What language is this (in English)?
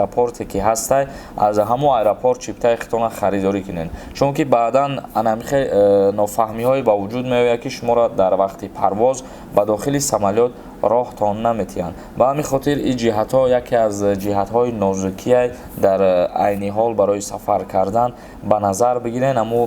Tajik